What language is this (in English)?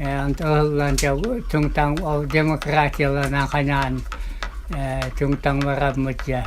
Yakut